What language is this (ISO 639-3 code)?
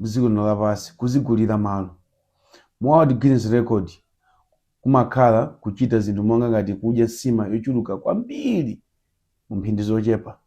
nya